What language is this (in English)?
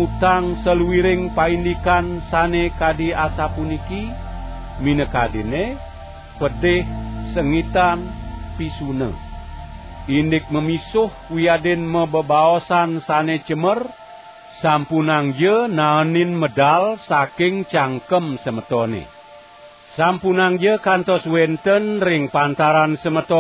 Balinese